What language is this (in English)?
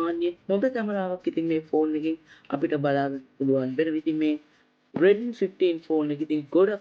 Sinhala